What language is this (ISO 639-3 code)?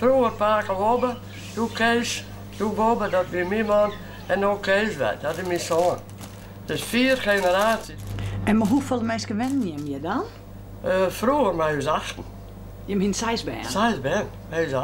fry